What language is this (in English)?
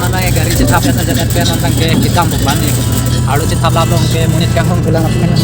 Karbi